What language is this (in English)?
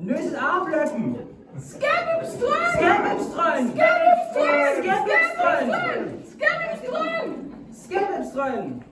Northern Frisian